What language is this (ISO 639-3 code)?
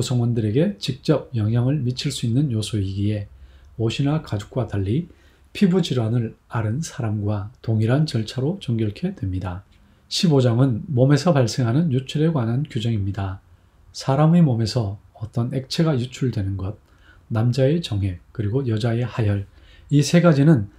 kor